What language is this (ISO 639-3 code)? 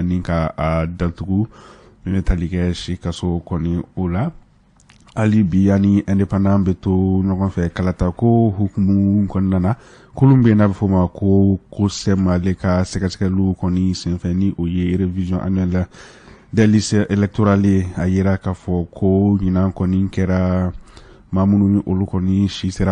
bam